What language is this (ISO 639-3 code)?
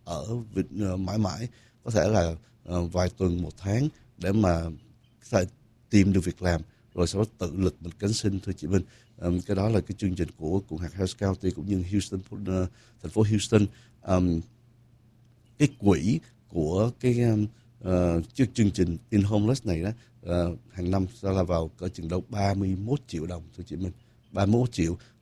vie